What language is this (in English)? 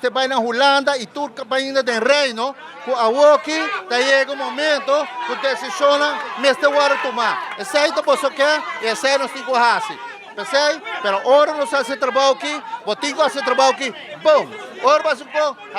Papiamento